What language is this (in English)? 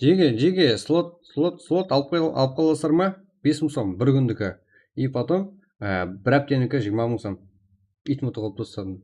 Kara-Kalpak